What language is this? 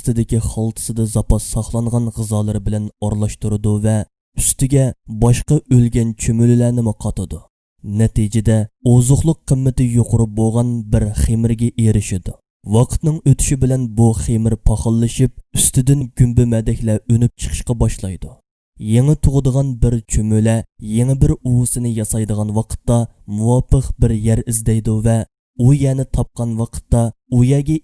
Uyghur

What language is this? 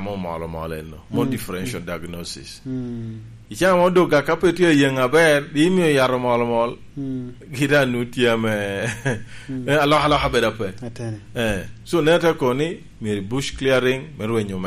Lango (Uganda)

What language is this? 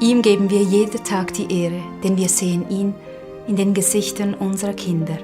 Swiss German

